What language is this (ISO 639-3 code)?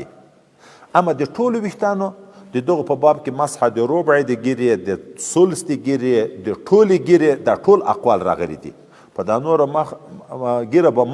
pus